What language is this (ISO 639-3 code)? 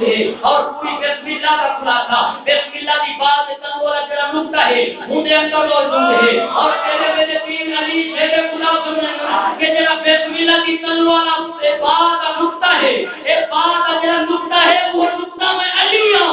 skr